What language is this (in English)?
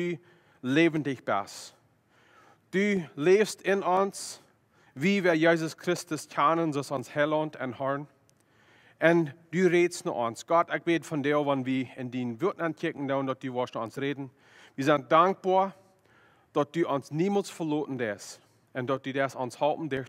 Plautdietsch